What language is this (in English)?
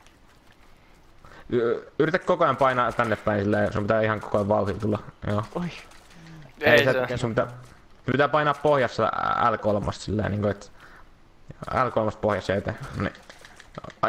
Finnish